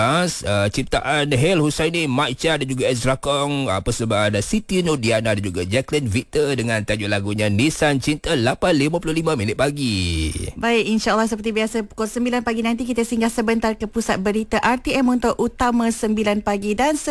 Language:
Malay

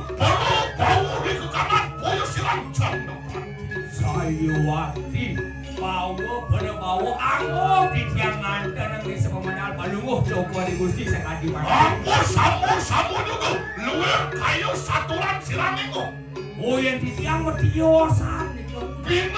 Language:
Balinese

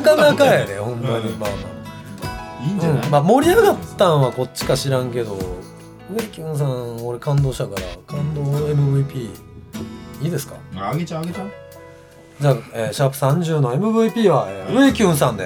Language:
Japanese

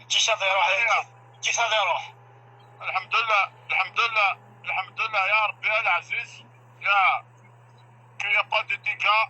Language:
Algerian Arabic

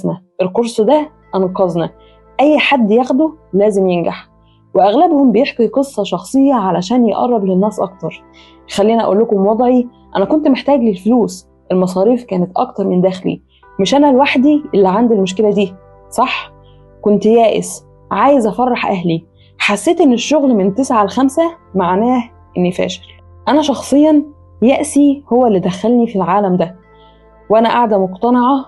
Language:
Egyptian Arabic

